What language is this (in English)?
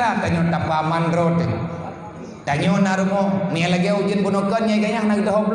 Achinese